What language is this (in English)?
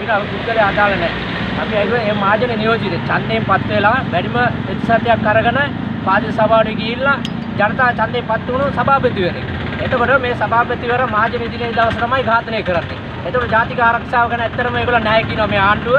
Sinhala